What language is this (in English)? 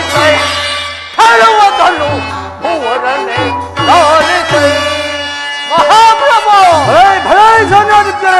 Kannada